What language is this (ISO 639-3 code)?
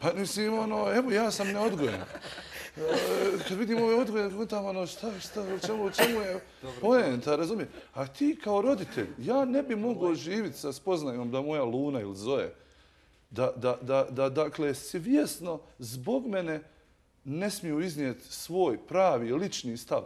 bos